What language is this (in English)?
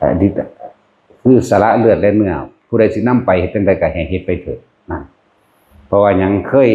Northeastern Thai